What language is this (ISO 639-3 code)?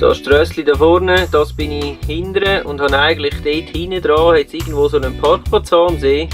gsw